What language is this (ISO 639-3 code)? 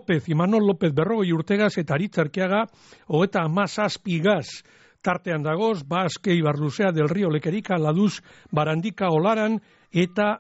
eus